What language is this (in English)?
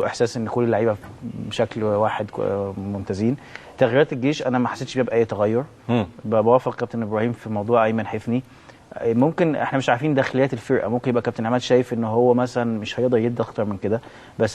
Egyptian Arabic